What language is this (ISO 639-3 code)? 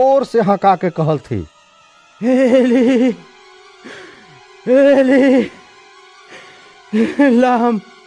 bho